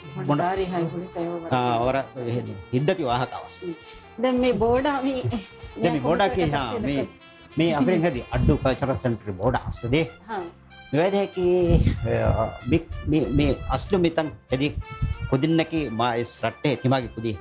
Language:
Divehi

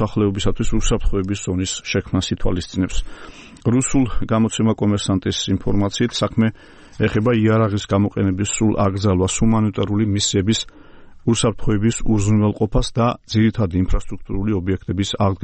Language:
Georgian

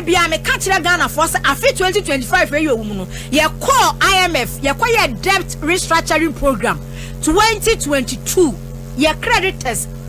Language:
Akan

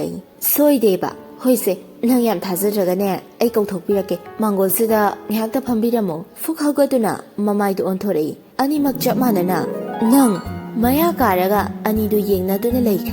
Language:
Manipuri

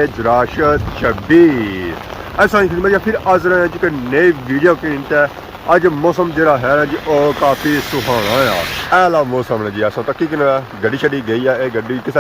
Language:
Pahari-Potwari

